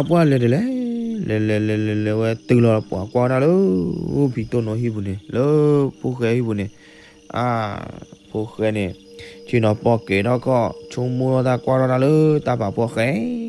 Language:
S'gaw Karen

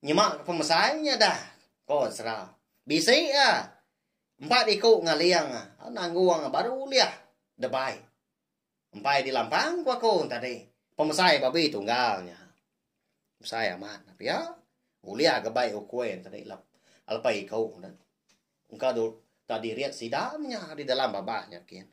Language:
Iban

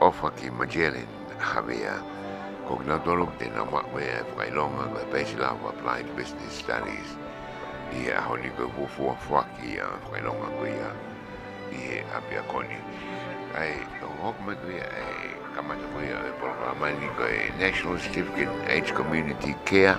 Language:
Tongan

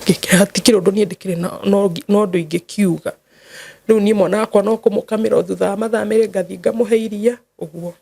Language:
Kikuyu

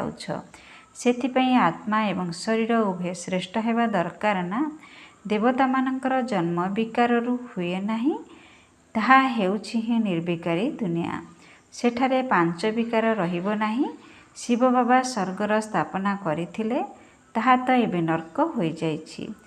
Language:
Odia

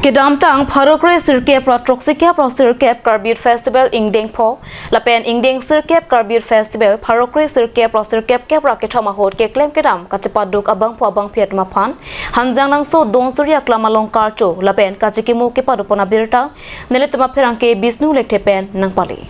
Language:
Karbi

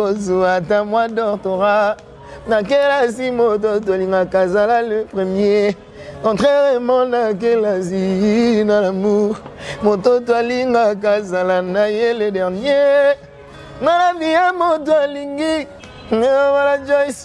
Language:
Lingala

